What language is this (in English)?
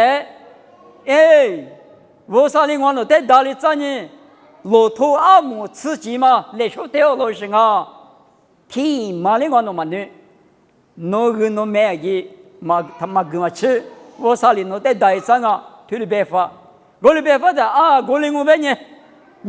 Lisu